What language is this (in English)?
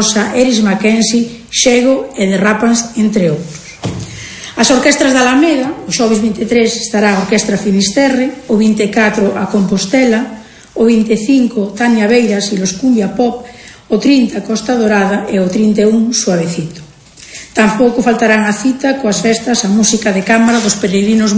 Galician